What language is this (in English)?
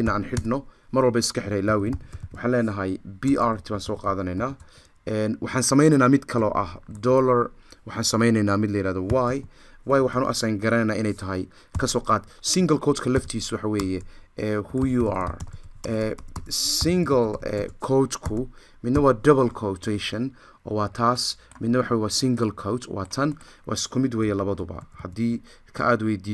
Somali